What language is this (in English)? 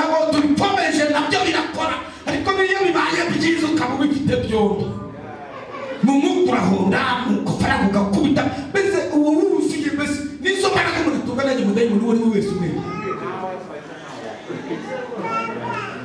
Kinyarwanda